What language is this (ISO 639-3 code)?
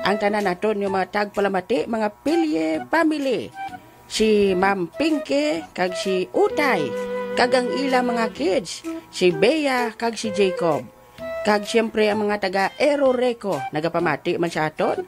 hil